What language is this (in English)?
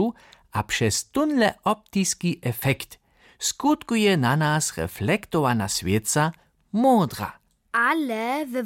Upper Sorbian